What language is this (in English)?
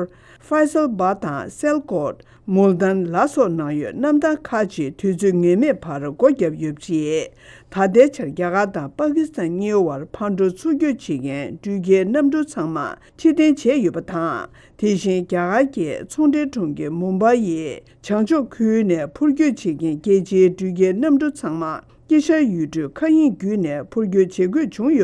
Tibetan